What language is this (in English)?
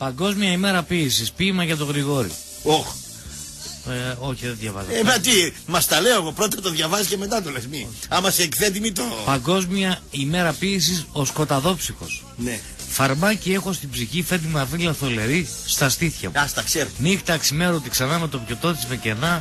Greek